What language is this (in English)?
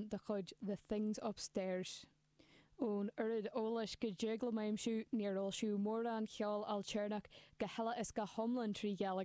Irish